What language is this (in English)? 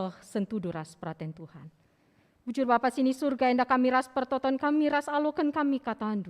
Batak Karo